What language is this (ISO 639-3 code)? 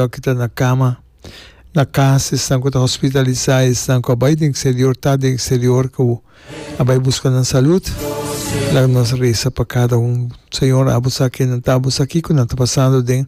pap